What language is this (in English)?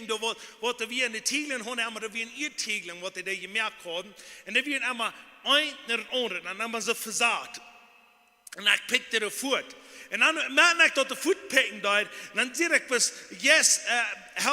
Plautdietsch